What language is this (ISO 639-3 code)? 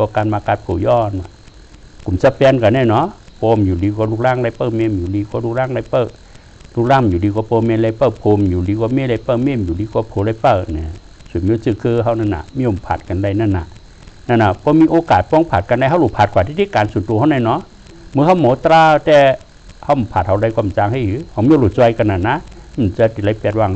shn